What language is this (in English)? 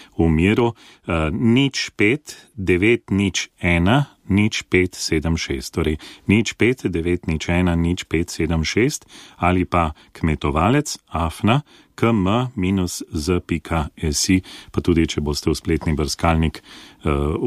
Slovenian